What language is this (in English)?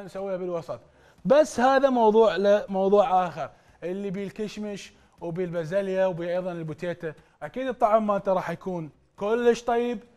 Mesopotamian Arabic